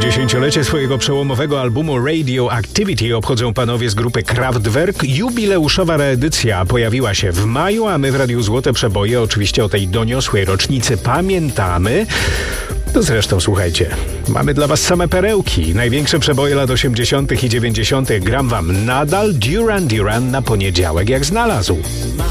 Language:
Polish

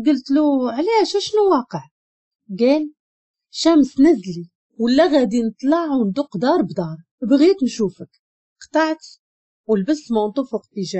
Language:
Moroccan Arabic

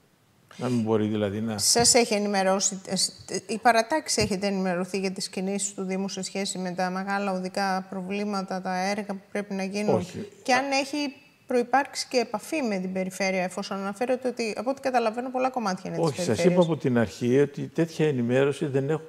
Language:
Greek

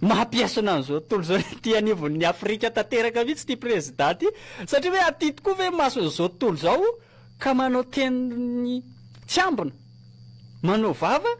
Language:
Malagasy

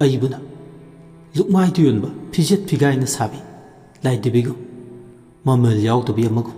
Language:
Manipuri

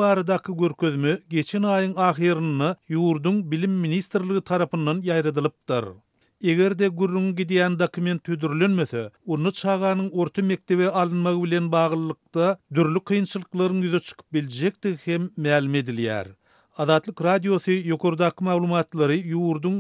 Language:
Turkmen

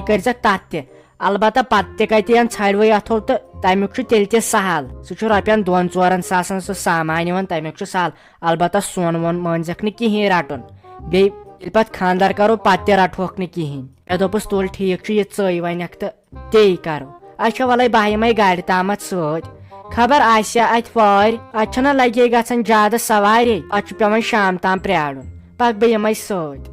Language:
Kashmiri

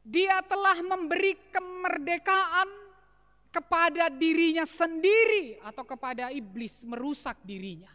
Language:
Batak Simalungun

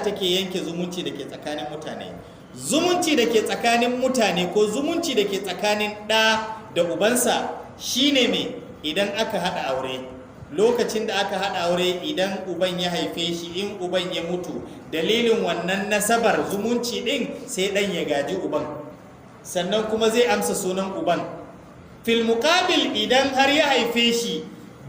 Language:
Hausa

